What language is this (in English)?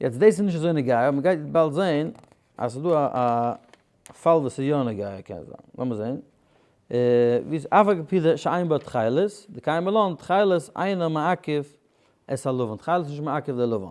Yiddish